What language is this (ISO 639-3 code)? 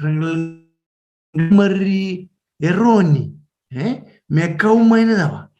fij